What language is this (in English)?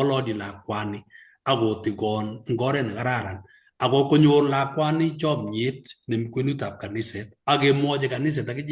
Kalenjin